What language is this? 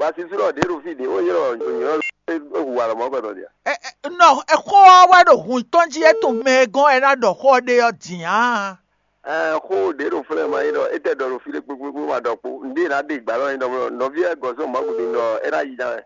Fon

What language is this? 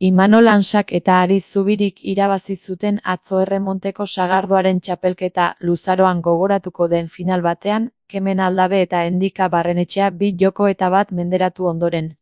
Basque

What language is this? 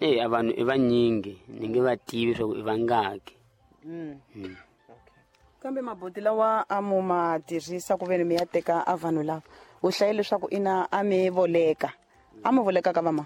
Tsonga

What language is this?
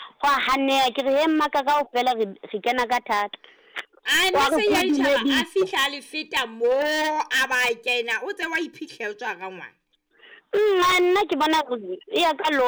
Southern Sotho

